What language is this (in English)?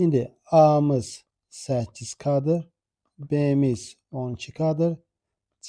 Azerbaijani